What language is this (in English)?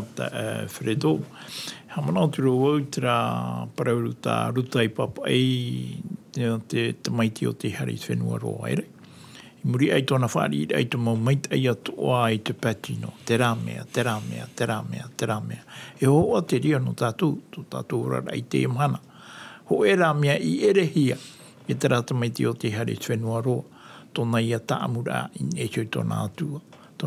Tahitian